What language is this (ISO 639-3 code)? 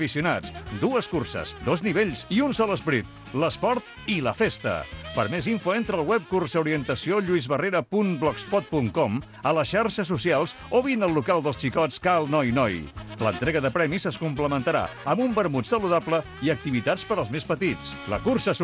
cat